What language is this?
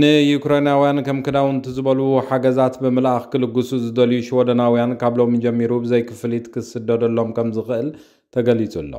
Tigrinya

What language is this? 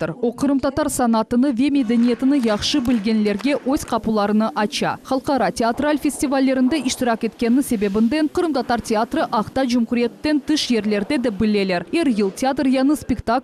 Crimean Tatar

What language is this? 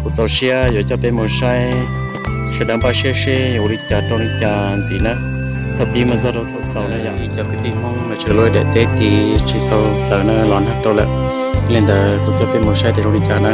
Hmong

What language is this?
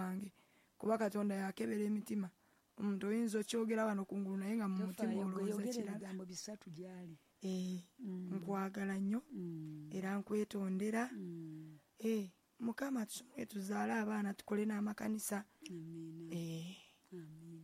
Ganda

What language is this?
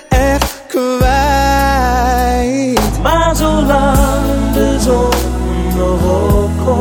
Dutch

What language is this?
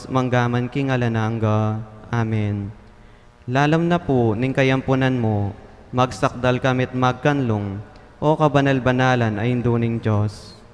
Pampanga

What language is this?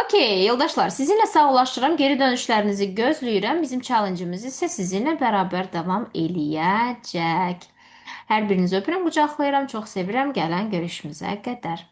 Azerbaijani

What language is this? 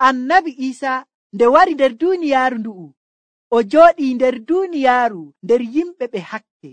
Nigerian Fulfulde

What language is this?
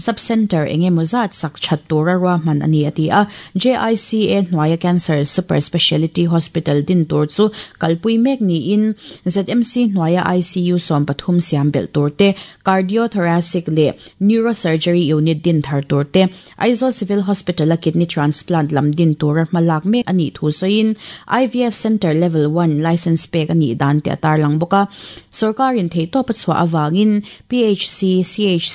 Mizo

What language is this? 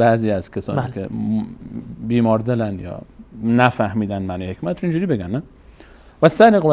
Persian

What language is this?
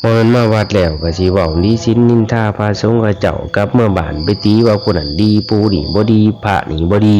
Lao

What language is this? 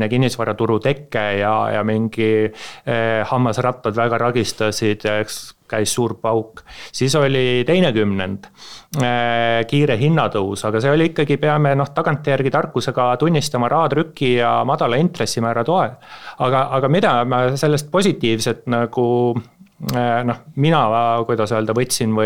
Estonian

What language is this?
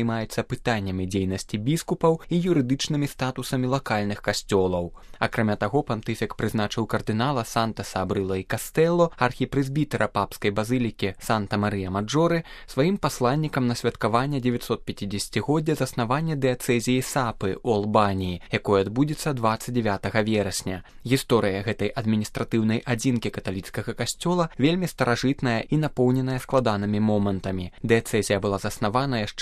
Belarusian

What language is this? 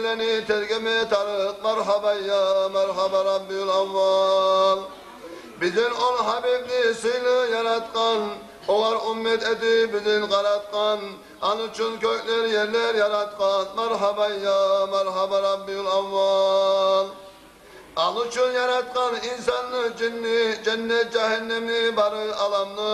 Kumyk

